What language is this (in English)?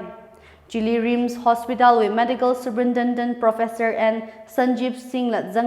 Tangkhul Naga (India)